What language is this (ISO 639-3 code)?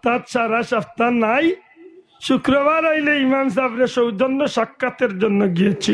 syl